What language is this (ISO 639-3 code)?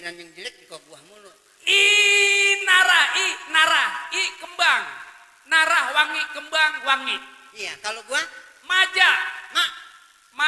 bew